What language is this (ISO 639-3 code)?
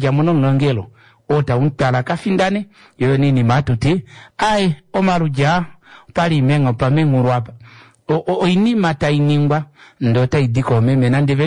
kua